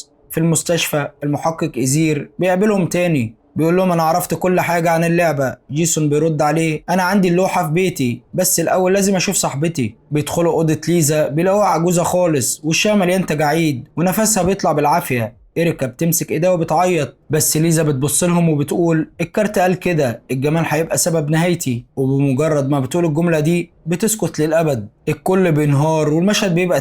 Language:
Egyptian Arabic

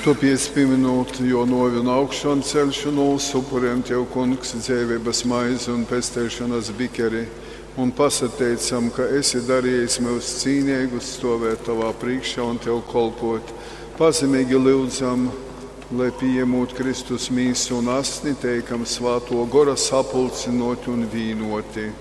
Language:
Latgalian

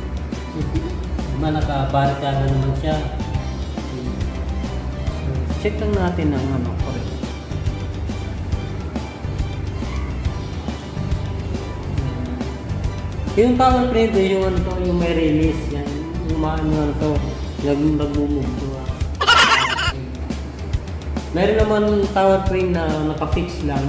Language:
Filipino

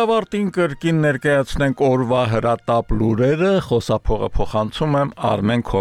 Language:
Armenian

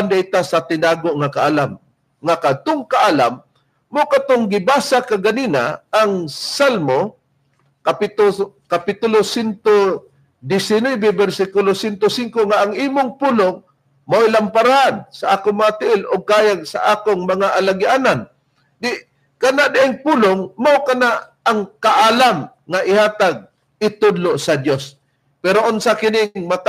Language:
Cebuano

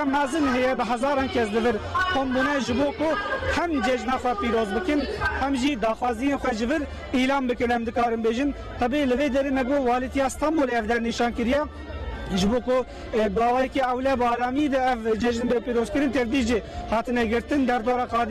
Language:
Kurdish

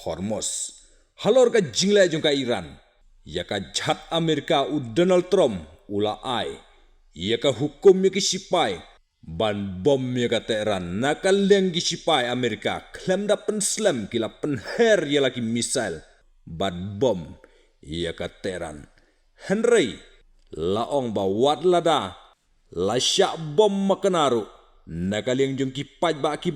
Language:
Khasi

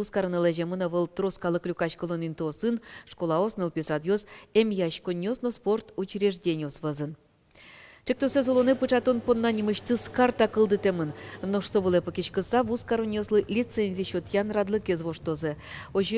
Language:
Udmurt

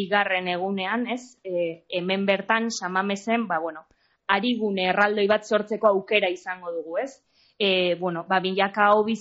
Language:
Basque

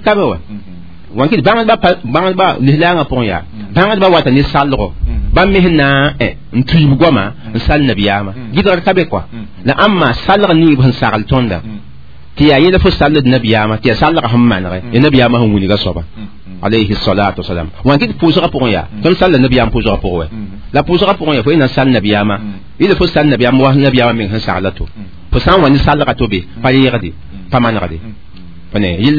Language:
Mossi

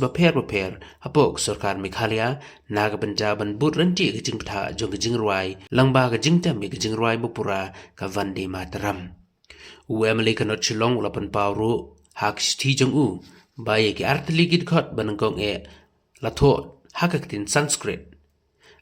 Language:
Khasi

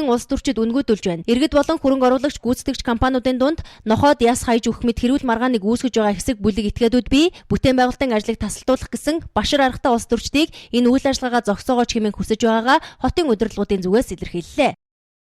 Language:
Mongolian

